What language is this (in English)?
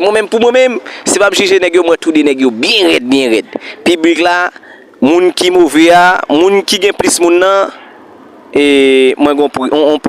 Haitian Creole